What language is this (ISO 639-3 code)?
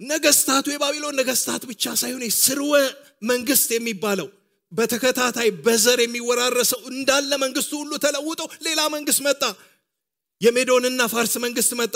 amh